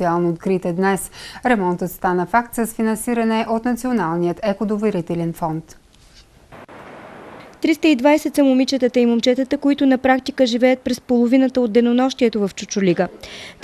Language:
Bulgarian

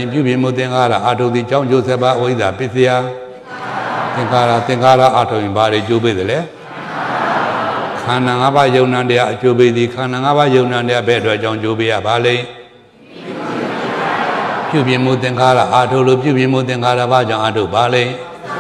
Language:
Burmese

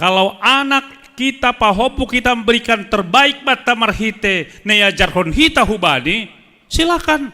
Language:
Batak Simalungun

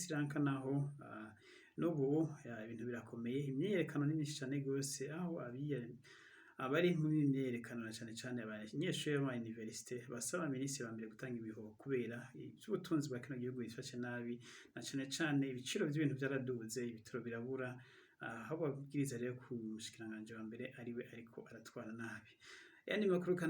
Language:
Rundi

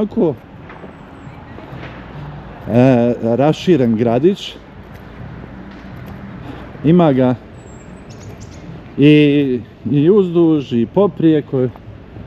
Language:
Croatian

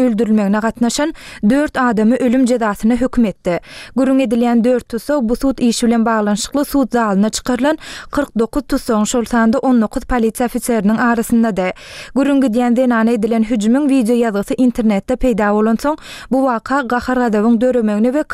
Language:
Turkmen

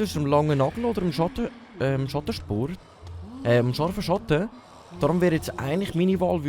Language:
Swiss German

